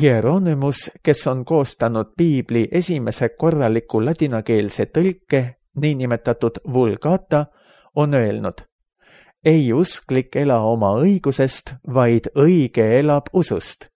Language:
Estonian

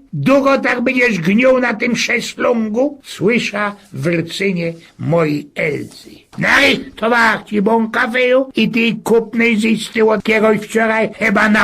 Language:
Silesian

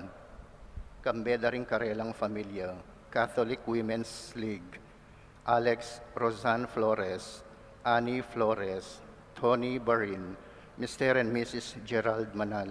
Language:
Pampanga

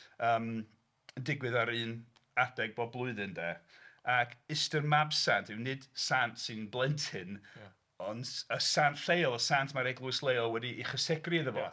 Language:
Welsh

